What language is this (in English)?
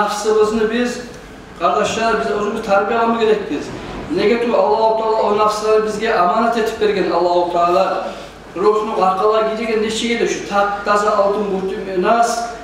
Kumyk